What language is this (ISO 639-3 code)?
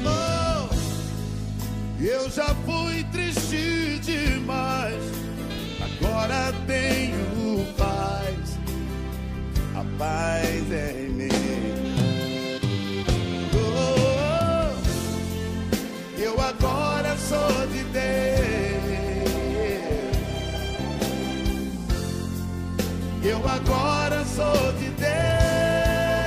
por